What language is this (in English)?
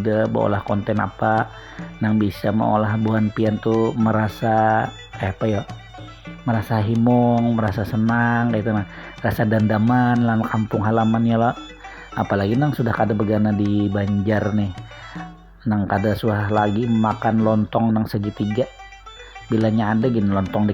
Banjar